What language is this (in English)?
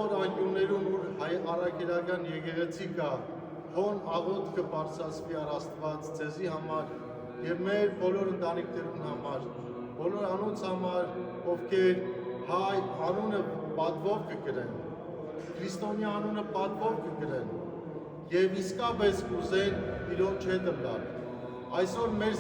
Western Armenian